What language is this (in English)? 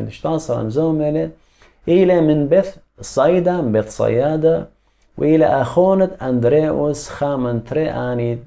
Assyrian Neo-Aramaic